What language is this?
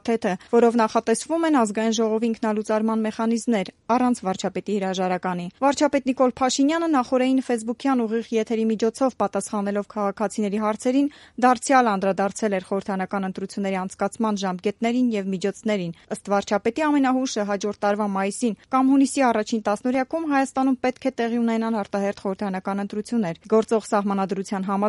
Armenian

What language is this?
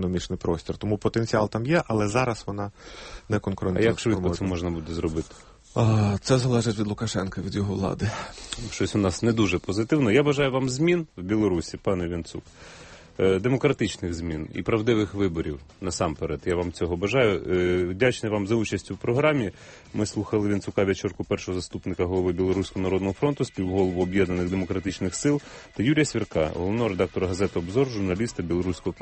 Ukrainian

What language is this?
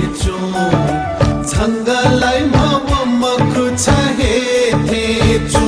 Newari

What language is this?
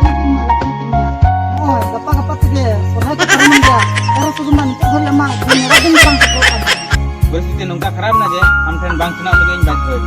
Santali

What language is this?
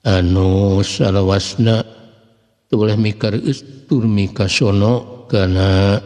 Sundanese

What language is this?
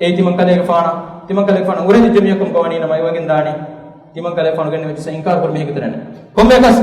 Divehi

